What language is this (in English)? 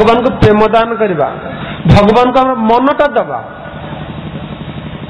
Odia